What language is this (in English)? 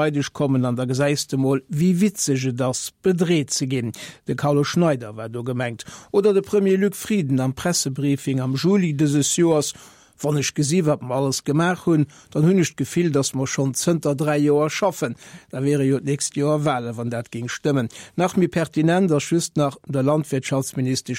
Luxembourgish